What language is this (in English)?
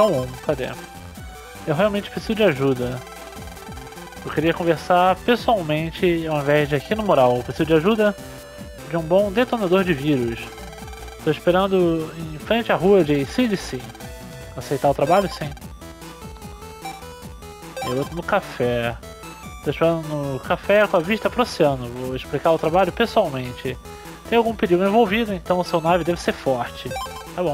Portuguese